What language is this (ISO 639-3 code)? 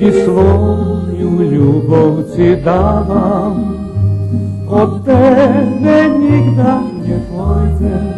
rue